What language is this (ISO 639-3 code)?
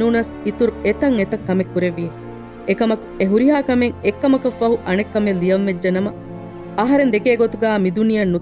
div